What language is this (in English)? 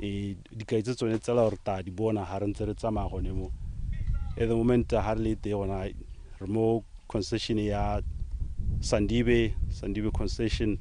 Tswana